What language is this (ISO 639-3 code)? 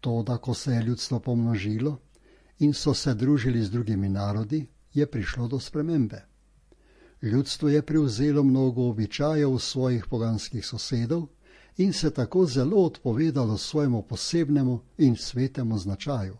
slv